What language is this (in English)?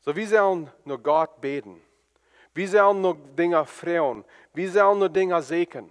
Plautdietsch